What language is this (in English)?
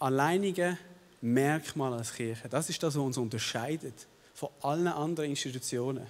Swiss German